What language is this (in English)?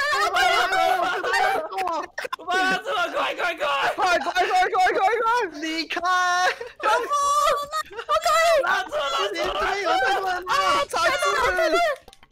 Chinese